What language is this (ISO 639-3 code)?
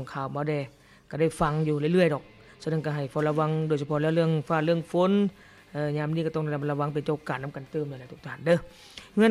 lao